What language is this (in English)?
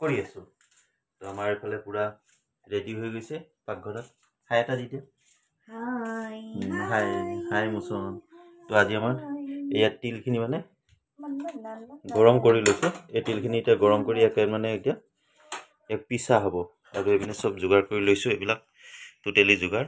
Assamese